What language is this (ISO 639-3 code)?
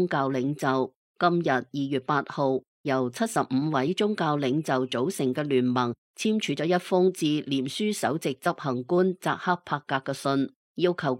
yue